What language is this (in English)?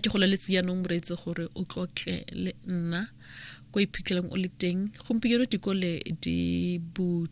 Tswana